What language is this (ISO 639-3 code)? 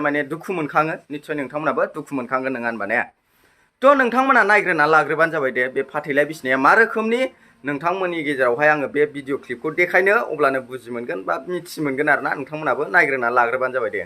brx